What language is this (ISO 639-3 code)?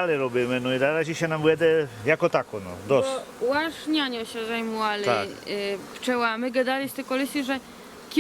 rue